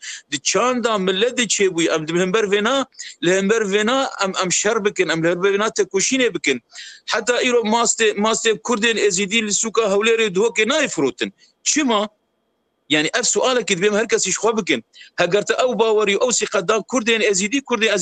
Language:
Kurdish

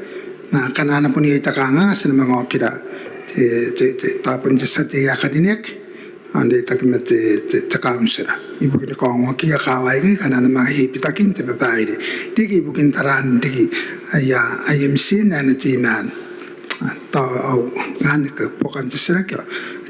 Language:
Gilbertese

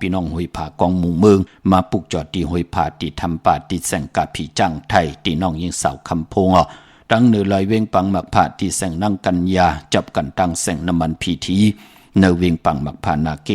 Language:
Shan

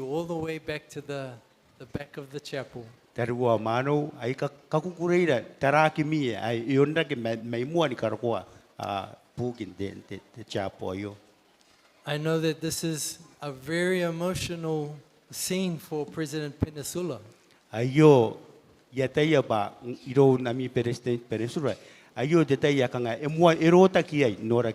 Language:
Gilbertese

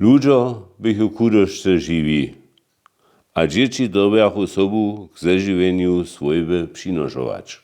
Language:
Upper Sorbian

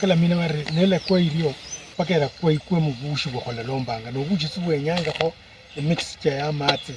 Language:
Luyia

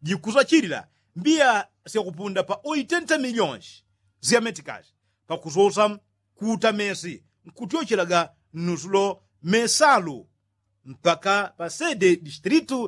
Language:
Yao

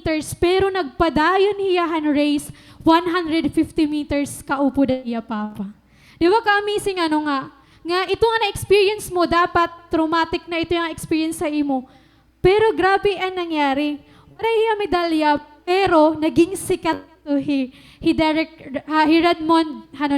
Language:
Waray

